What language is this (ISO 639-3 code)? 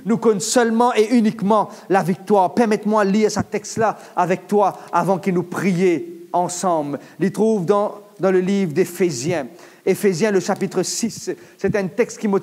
mfe